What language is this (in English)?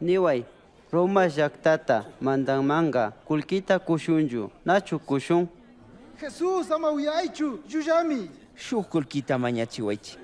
Chimborazo Highland Quichua